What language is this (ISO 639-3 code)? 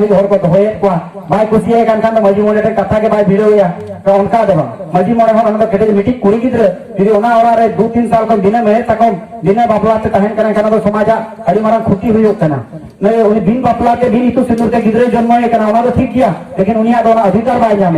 sat